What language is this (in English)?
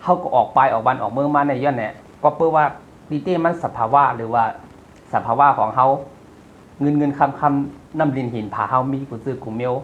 Shan